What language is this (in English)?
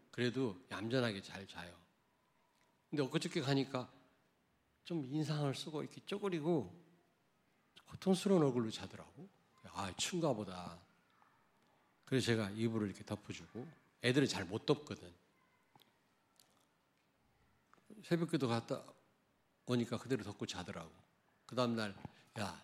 Korean